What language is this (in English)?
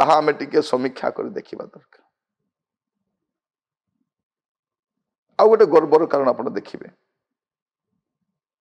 Odia